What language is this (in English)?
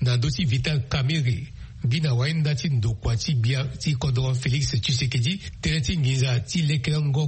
Sango